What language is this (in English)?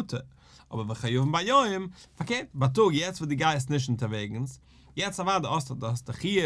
Yiddish